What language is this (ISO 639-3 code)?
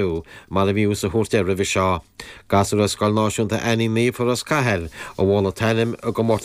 gle